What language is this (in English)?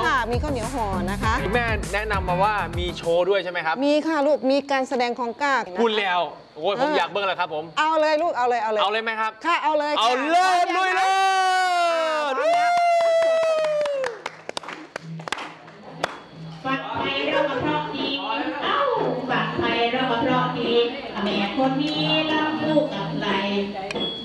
Thai